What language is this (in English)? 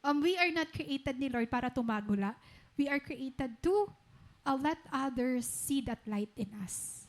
Waray